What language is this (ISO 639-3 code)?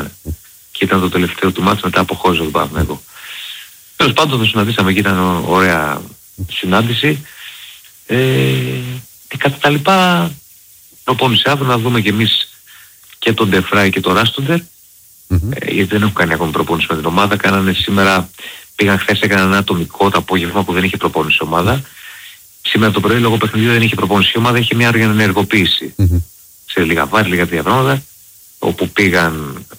ell